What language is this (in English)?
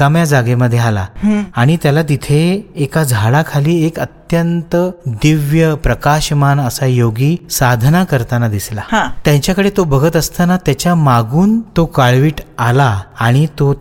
Marathi